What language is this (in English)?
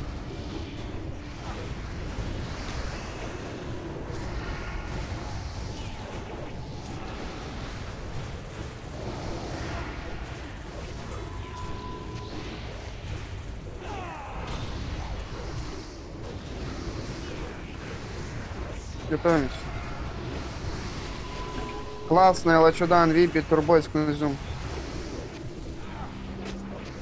Russian